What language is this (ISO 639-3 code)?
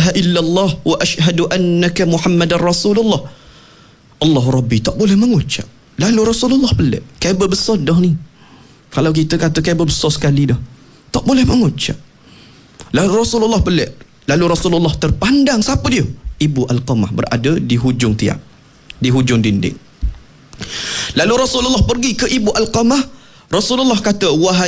msa